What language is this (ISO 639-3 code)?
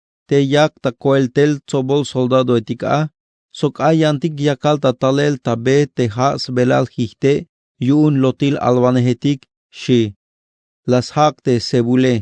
tzh